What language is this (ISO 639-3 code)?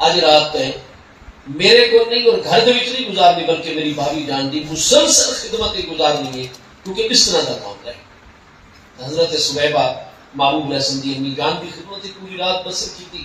skr